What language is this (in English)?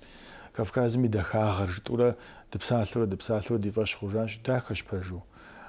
Kabardian